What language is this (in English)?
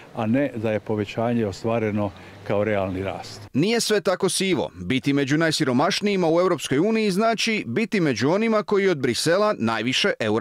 Croatian